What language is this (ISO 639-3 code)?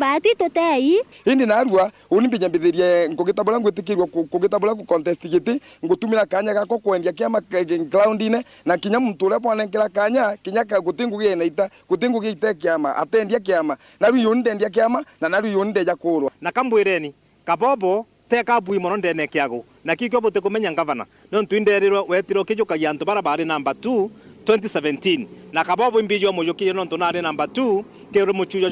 mer